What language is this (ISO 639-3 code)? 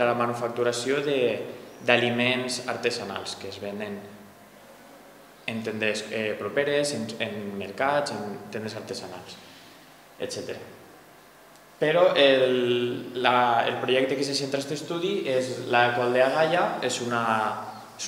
cat